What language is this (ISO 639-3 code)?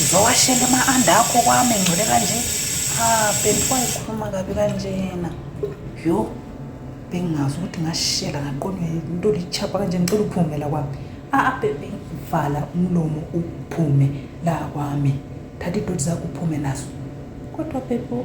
zul